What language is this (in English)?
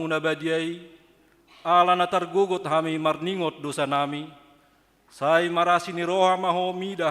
Batak Toba